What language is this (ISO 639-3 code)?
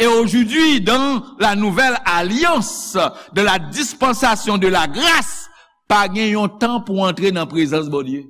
hat